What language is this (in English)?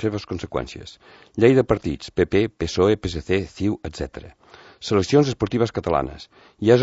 Catalan